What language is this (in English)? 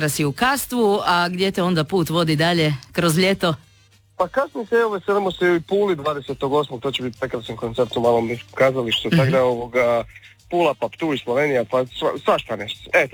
Croatian